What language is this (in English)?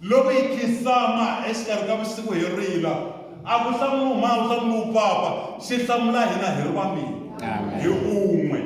Tsonga